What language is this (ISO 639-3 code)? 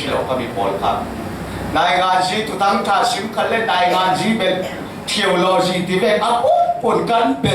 cfm